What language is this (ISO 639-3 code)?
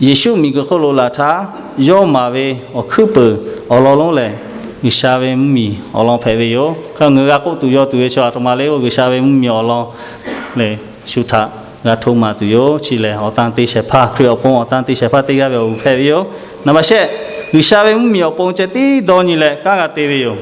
lhu